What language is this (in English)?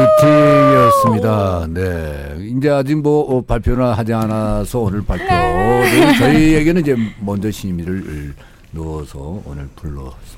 Korean